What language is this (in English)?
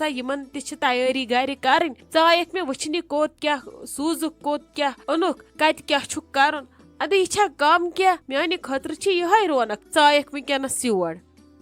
Kashmiri